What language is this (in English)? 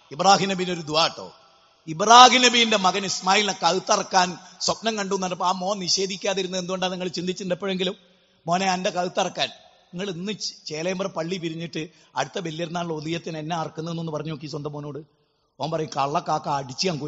Malayalam